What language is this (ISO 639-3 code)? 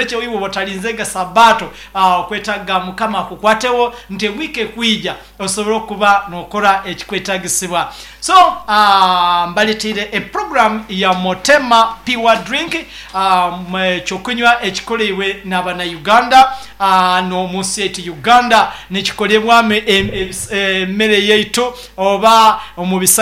nyo